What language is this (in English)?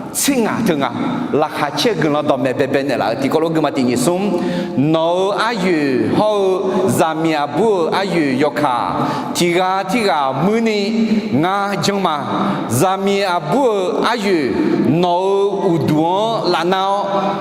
Akha